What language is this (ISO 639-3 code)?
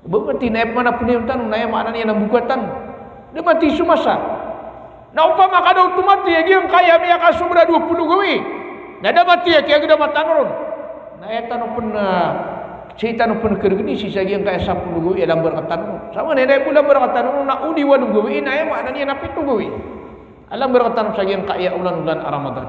mrw